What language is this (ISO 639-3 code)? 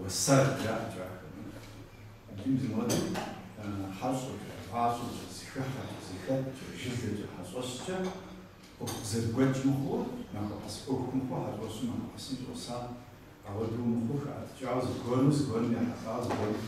kbd